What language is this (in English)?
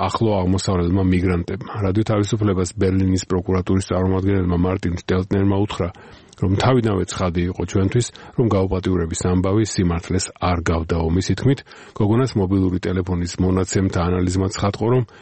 Georgian